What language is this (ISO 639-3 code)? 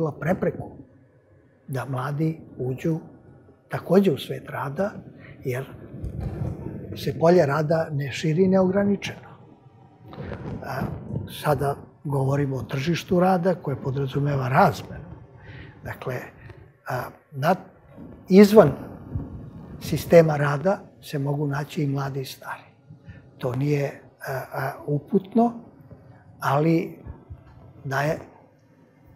srp